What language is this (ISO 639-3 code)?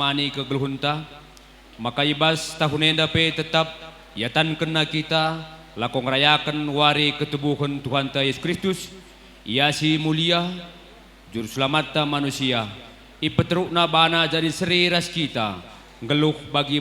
btx